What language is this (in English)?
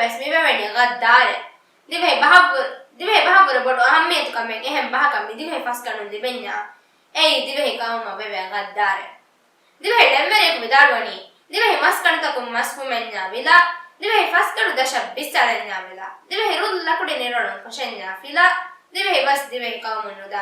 Divehi